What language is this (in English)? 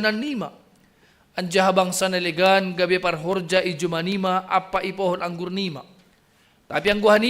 Batak Simalungun